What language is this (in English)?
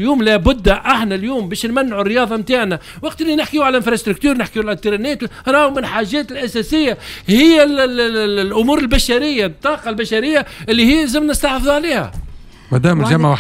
Tunisian Arabic